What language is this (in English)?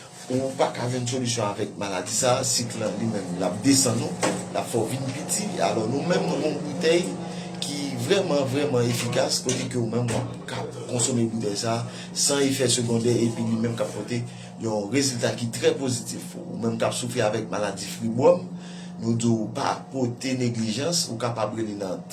Haitian Creole